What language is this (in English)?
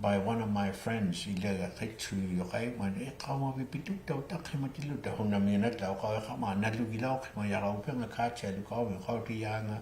Inuktitut